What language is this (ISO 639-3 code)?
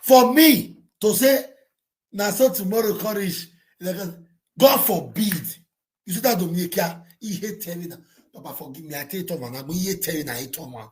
pcm